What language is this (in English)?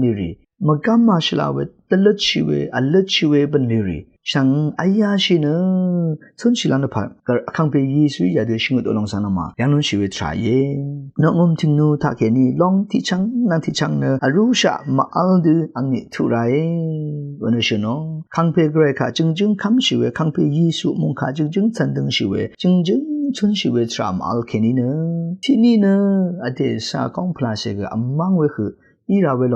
Rawang